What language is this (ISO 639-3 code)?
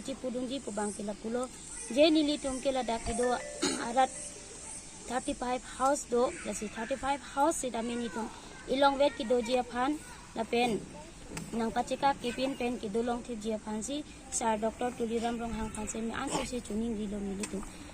mjw